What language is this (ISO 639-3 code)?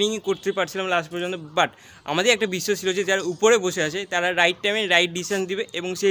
ben